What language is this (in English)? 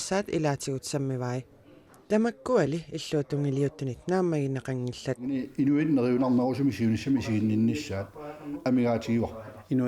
Kalaallisut